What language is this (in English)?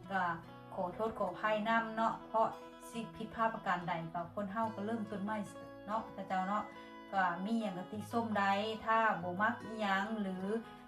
Lao